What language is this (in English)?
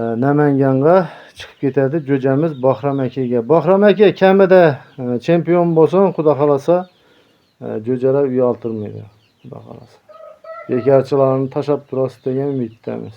Uzbek